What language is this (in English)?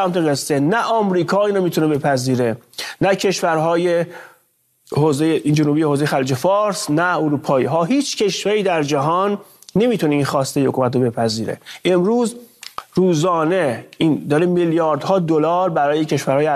Persian